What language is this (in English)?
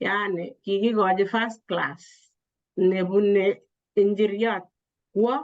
Kalenjin